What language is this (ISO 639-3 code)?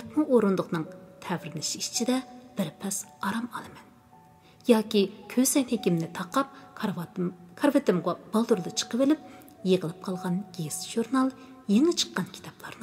uig